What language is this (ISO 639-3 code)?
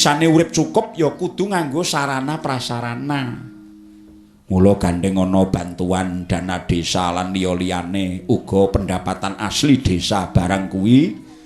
jav